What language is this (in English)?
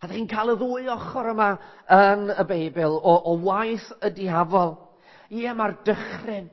Welsh